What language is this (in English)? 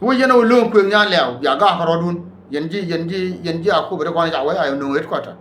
Nuer